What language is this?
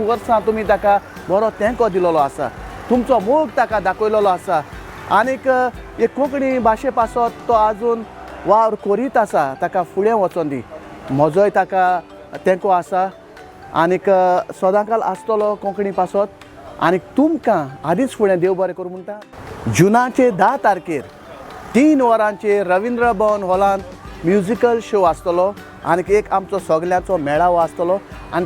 Konkani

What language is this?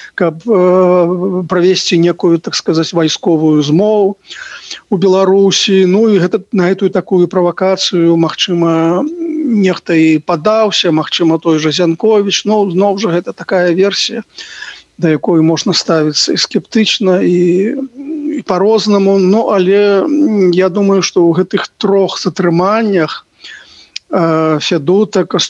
Belarusian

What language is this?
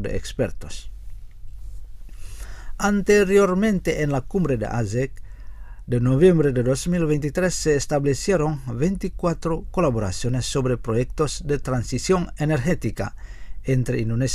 Spanish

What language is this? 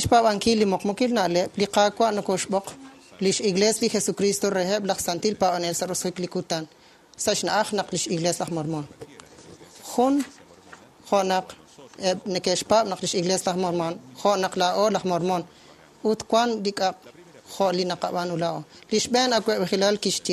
Kekchí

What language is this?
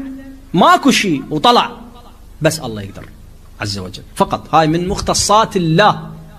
Mesopotamian Arabic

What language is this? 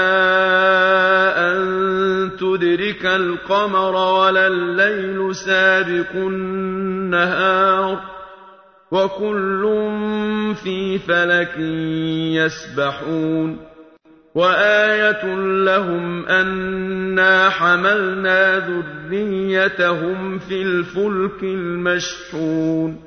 Arabic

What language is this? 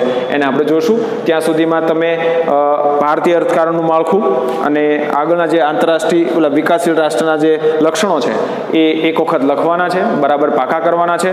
Gujarati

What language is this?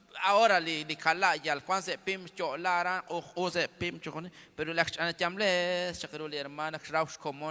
Kekchí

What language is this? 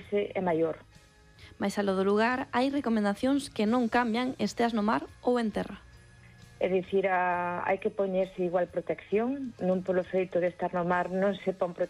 Galician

